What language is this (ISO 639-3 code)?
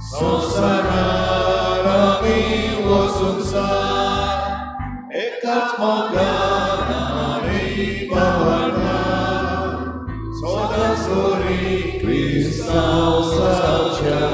kok